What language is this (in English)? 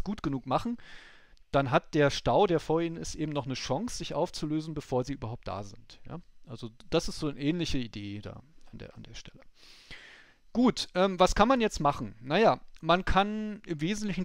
German